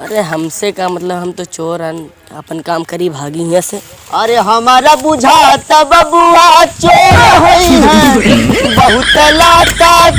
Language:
Awadhi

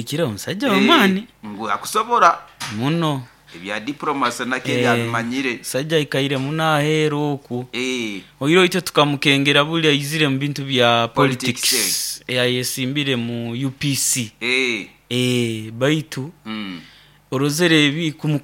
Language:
Nyoro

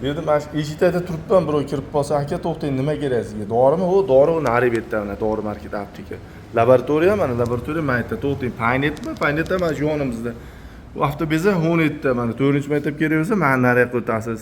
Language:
Uzbek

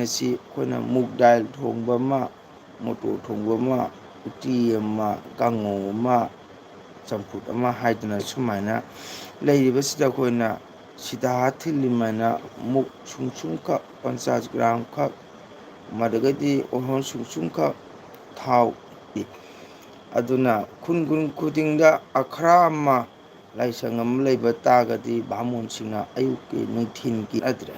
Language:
Manipuri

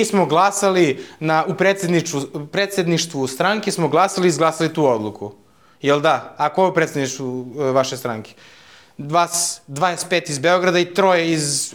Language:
Serbian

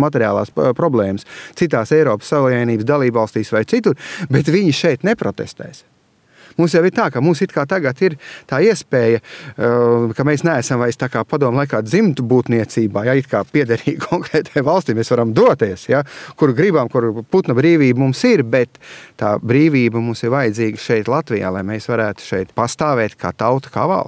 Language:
Latvian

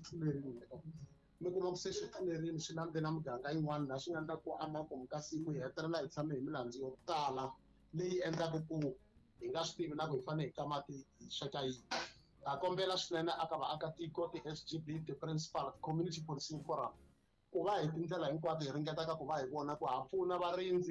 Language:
Tsonga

